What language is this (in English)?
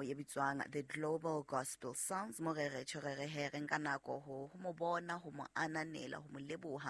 Southern Sotho